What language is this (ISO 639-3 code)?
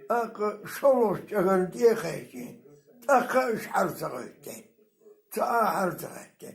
che